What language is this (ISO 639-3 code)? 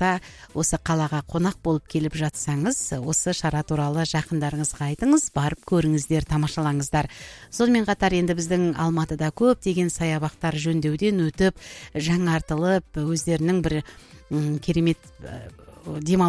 kaz